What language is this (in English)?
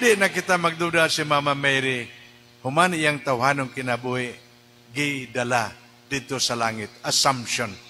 Cebuano